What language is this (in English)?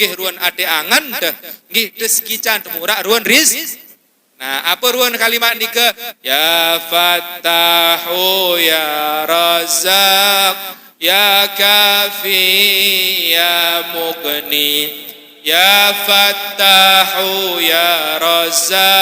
Sasak